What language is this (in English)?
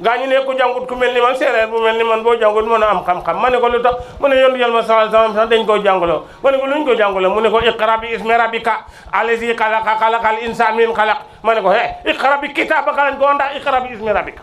Wolof